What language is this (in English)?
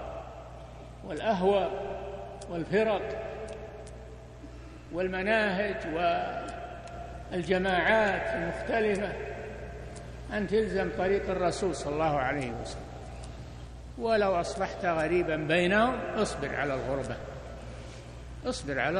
Arabic